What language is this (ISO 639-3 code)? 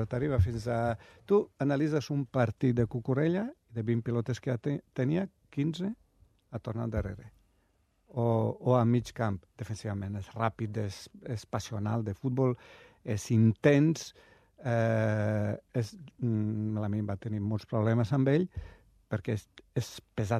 cat